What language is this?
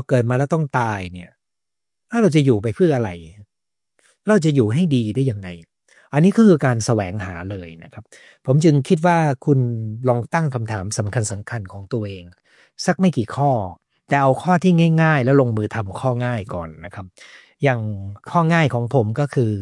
Thai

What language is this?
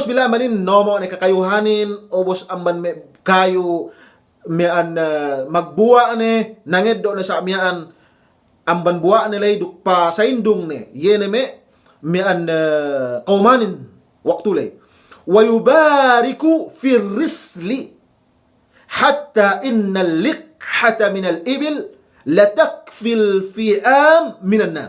Yakan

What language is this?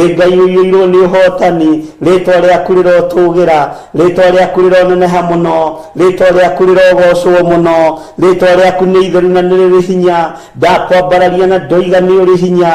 Kikuyu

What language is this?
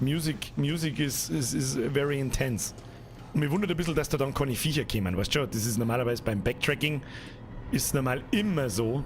Bavarian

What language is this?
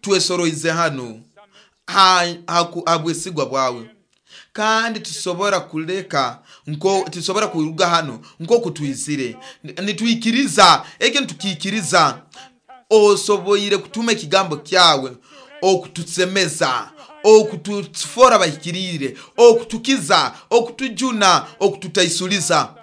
Nyoro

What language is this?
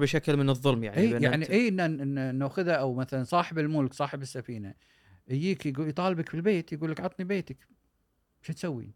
Gulf Arabic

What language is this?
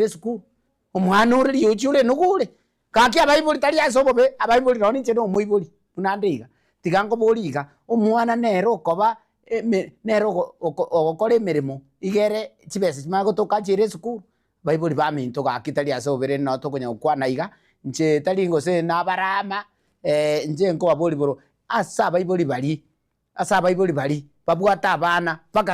Gusii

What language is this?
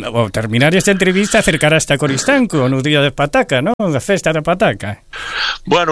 Galician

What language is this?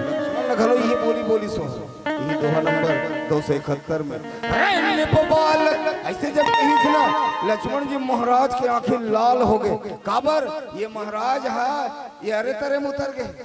Chhattisgarhi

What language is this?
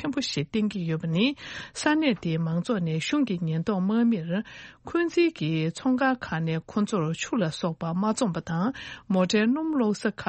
Tibetan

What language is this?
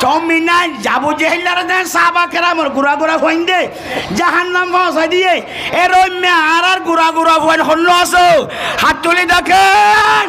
Rohingya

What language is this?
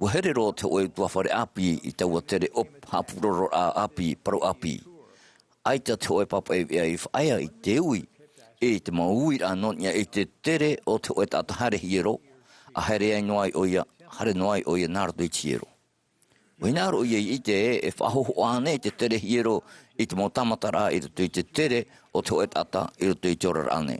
Tahitian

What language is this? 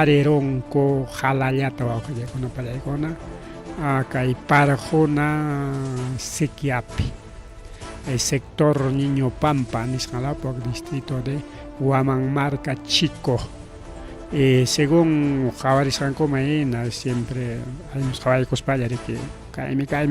Ayacucho Quechua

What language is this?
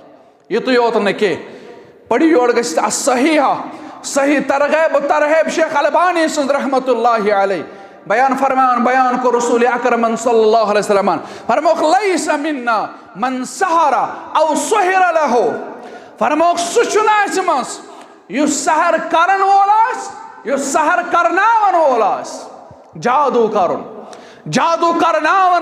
Kashmiri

